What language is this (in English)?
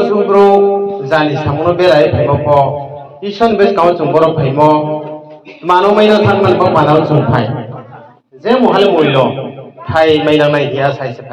Riang (India)